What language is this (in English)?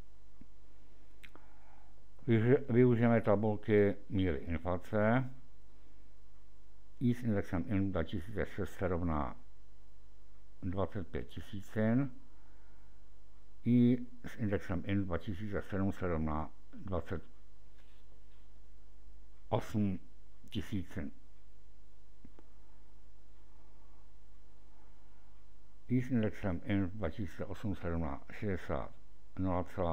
Czech